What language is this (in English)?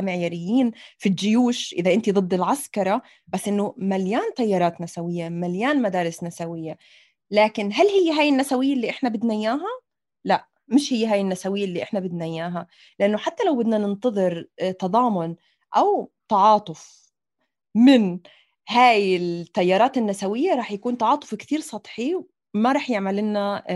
North Levantine Arabic